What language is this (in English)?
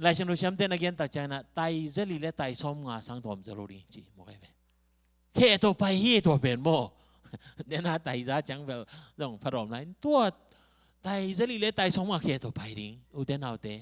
Tedim Chin